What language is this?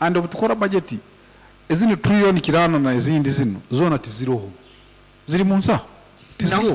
Nyoro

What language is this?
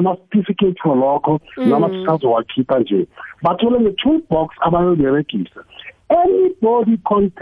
South Ndebele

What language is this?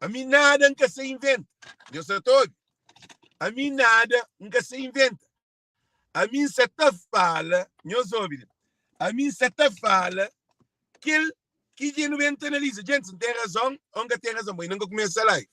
Kabuverdianu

